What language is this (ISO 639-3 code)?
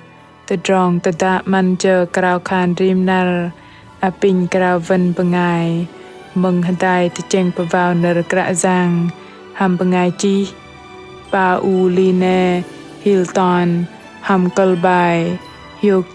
bdq